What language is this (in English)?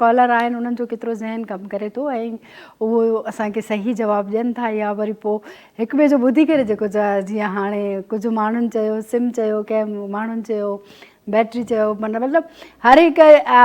Sindhi